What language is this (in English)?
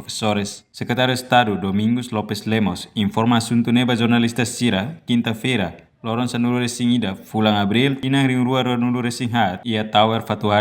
Tetum